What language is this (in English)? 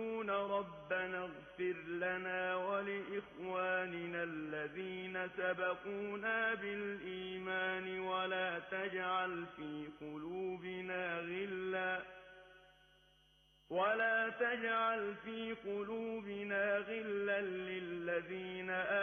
Arabic